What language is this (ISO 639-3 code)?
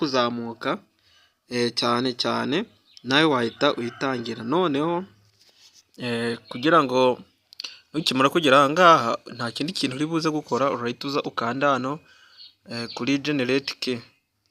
kin